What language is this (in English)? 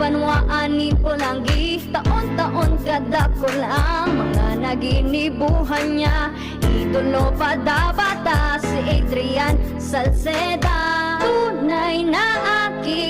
Bikol